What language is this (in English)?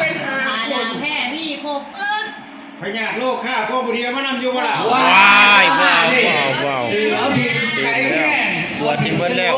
Northeastern Thai